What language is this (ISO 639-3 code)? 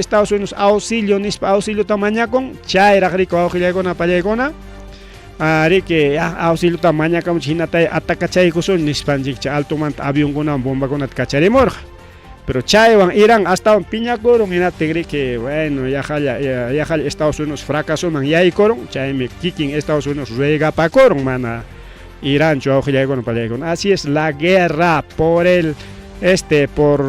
quy